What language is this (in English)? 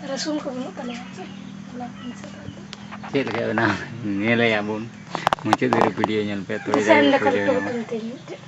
Santali